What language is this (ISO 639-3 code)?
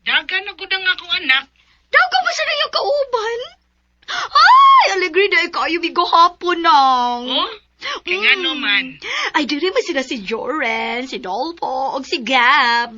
ceb